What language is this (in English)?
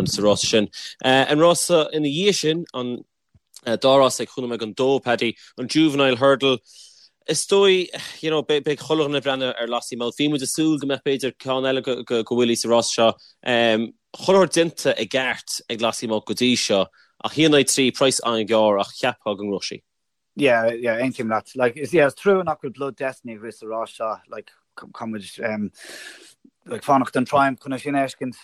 Irish